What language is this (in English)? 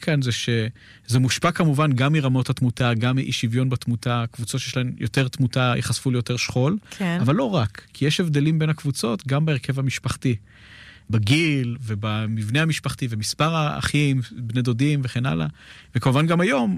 Hebrew